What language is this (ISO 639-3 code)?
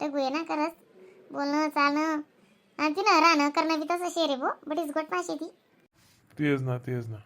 khn